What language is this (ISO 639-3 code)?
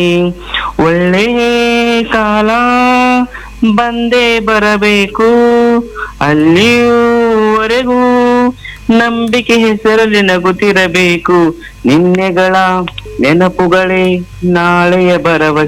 kan